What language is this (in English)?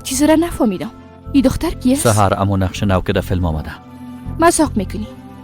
Persian